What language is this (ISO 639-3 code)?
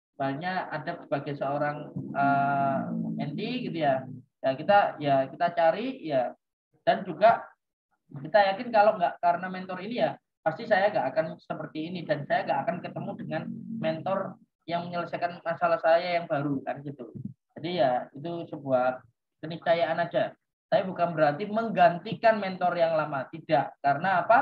ind